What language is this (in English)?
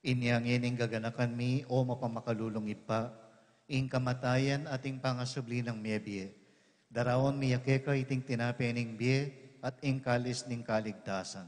Pampanga